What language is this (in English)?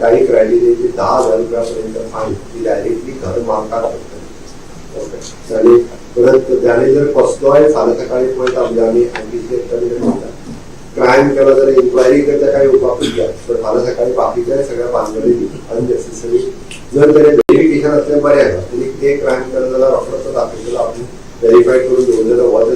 Konkani